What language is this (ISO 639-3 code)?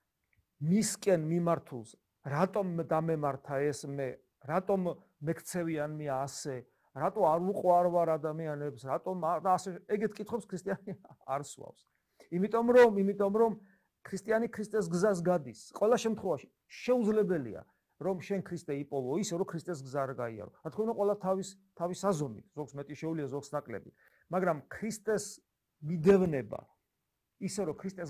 kat